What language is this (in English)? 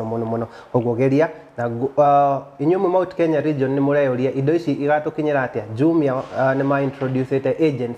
Kikuyu